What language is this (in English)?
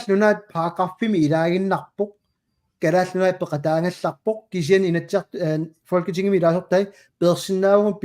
Kalaallisut